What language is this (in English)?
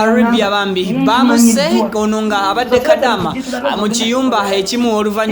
Ganda